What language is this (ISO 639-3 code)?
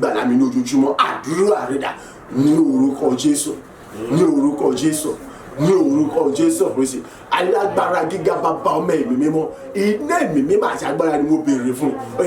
yor